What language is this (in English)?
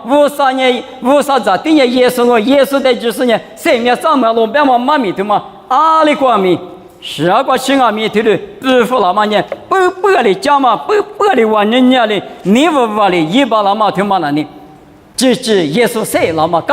Lisu